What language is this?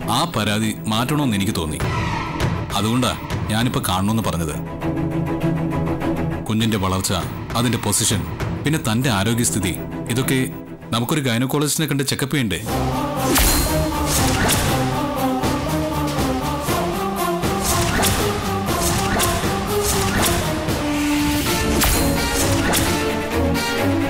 Malayalam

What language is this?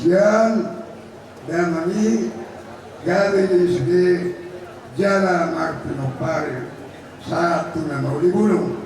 Batak Toba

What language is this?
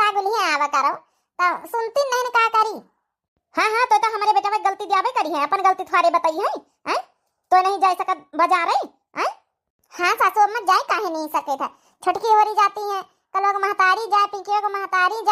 Awadhi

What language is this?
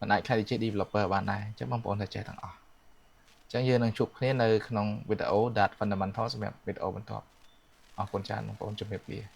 Khmer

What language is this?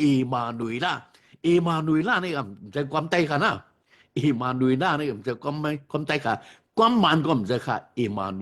Shan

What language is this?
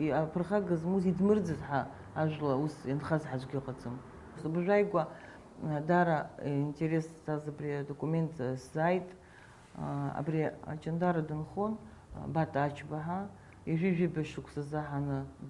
Abkhazian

